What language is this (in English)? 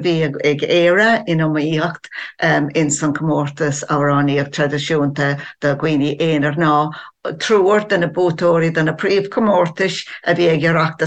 Irish